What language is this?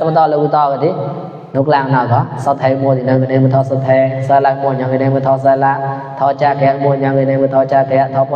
Mon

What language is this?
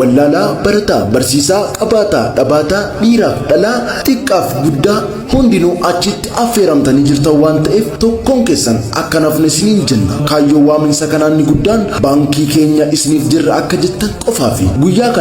Oromo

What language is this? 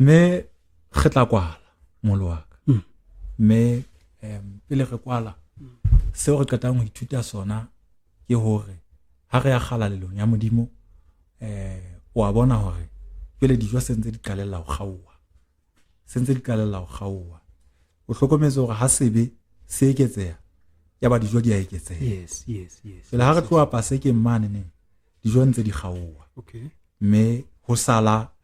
Southern Sotho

